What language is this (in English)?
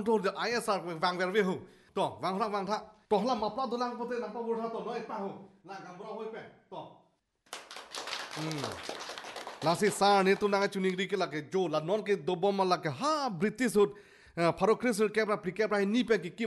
Karbi